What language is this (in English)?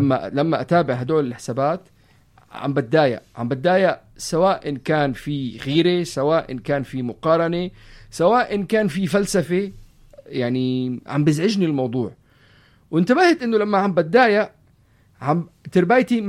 North Levantine Arabic